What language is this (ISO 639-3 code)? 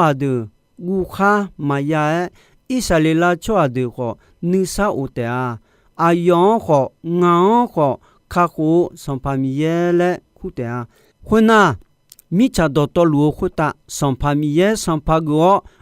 ahk